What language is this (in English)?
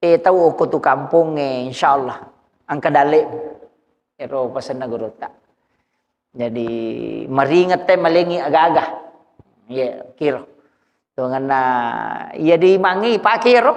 Buginese